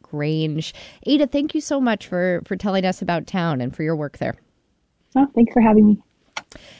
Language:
English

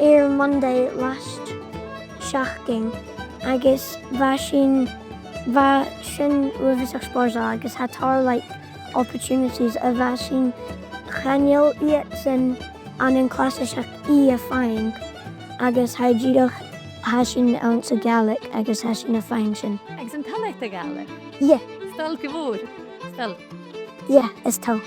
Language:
Scottish Gaelic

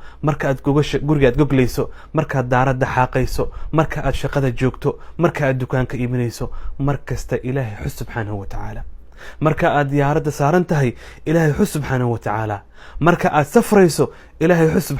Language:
Somali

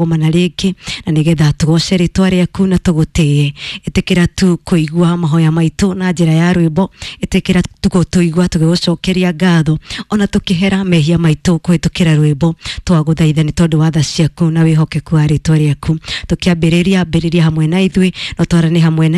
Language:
Kikuyu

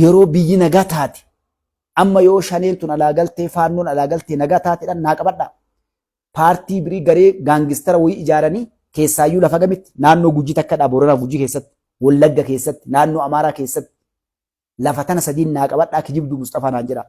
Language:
Oromo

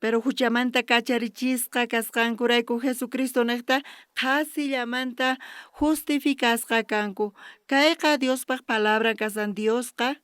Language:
South Bolivian Quechua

